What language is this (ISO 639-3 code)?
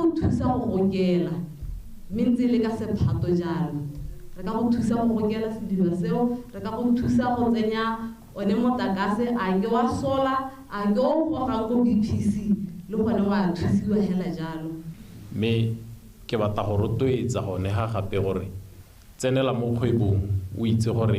tsn